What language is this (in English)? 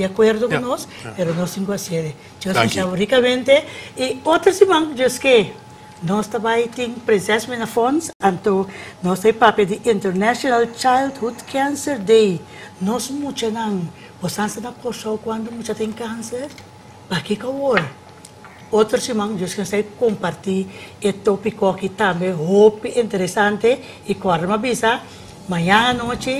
Papiamento